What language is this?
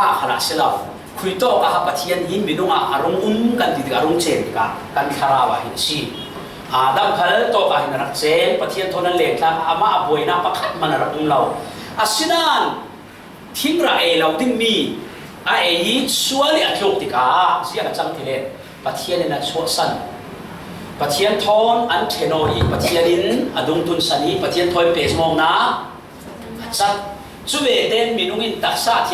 Falam Chin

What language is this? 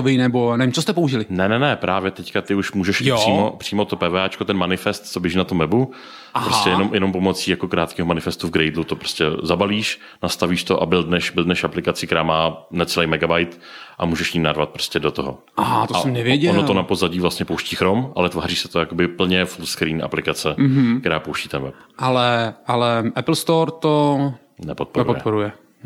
Czech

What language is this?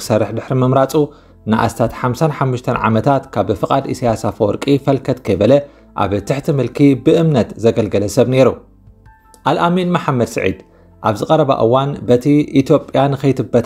Tigrinya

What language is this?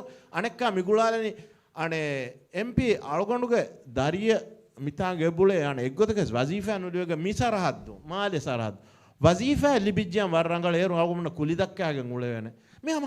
Divehi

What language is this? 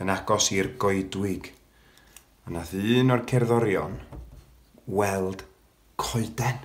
Welsh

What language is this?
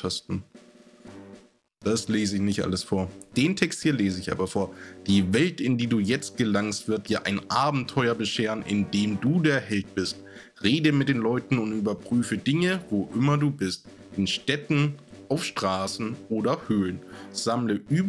German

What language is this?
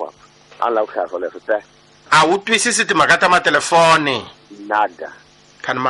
Tsonga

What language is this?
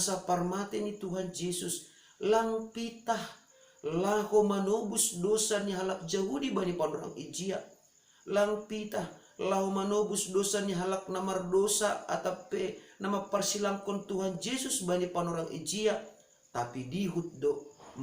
Batak Simalungun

